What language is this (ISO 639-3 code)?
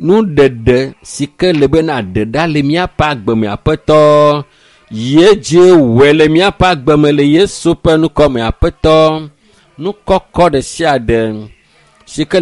ewe